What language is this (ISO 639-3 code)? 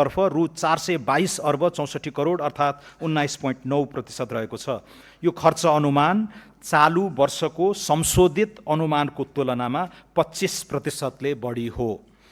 nep